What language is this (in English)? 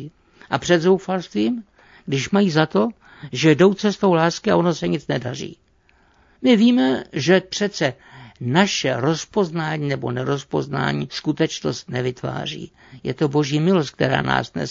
Czech